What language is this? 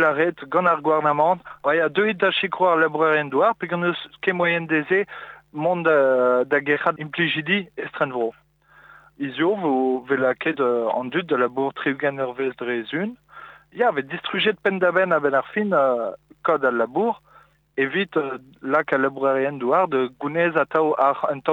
Breton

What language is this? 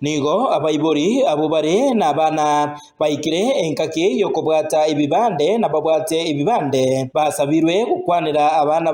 Gusii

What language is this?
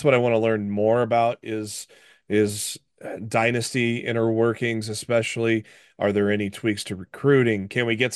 English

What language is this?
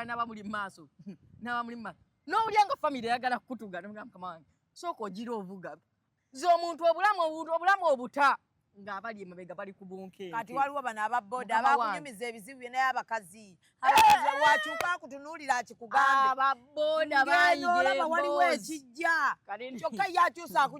Ganda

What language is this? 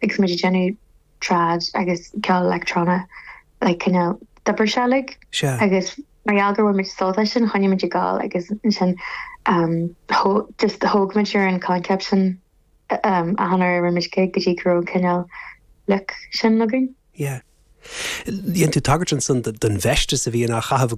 Irish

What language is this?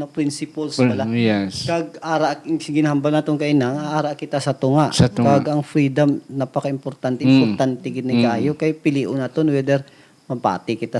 Hiligaynon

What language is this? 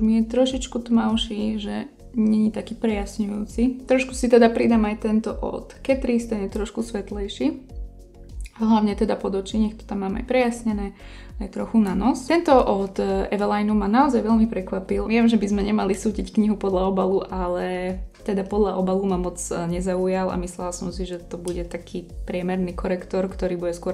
Slovak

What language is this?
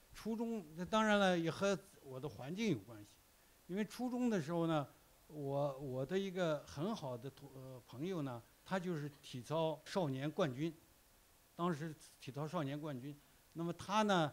Chinese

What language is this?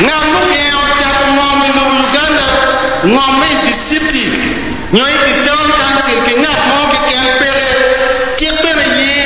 Acoli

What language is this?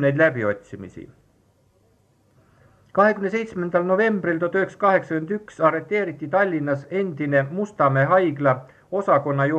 Estonian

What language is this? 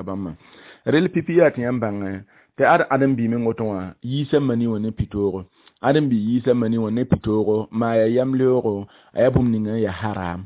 Mossi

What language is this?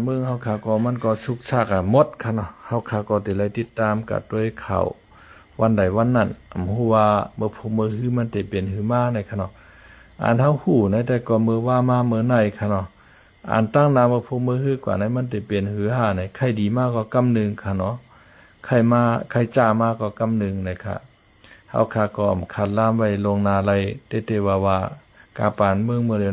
Shan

